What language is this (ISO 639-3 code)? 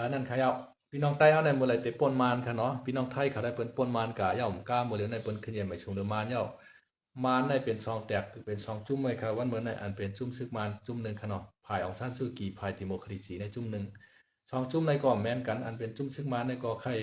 shn